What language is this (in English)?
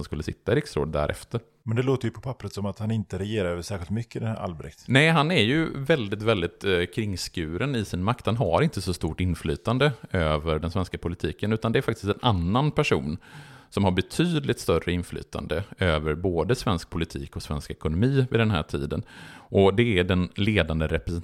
Swedish